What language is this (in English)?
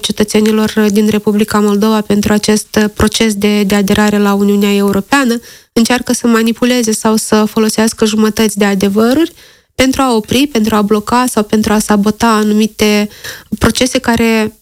Romanian